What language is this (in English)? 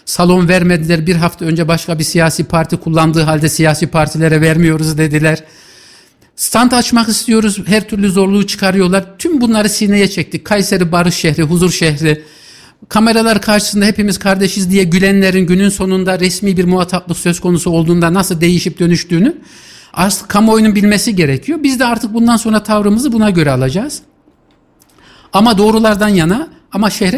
Turkish